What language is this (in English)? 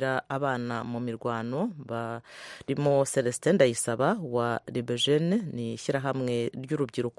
Kinyarwanda